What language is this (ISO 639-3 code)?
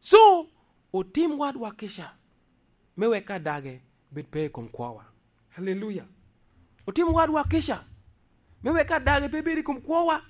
laj